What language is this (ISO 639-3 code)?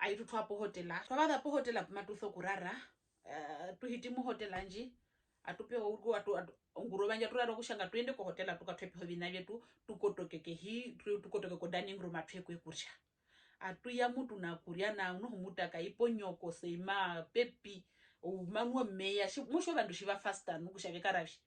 her